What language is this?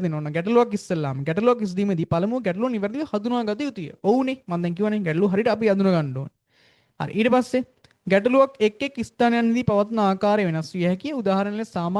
Sinhala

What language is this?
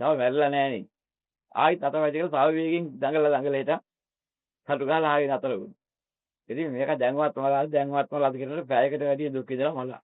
Sinhala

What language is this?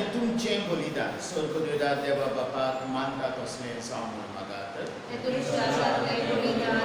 Konkani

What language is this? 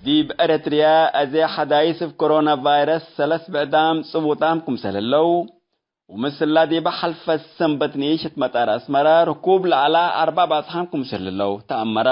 Tigre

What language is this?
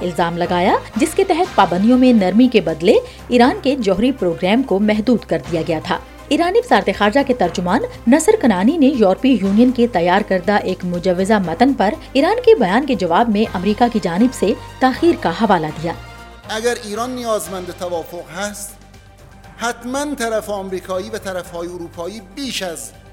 Urdu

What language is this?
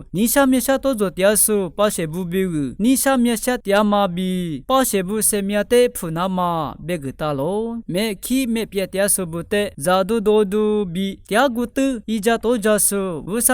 Lisu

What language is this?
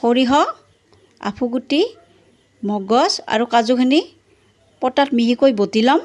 Assamese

